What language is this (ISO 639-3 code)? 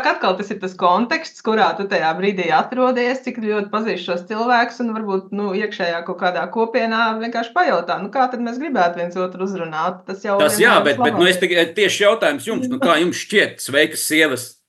lav